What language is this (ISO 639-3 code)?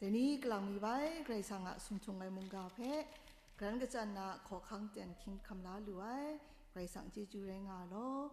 kac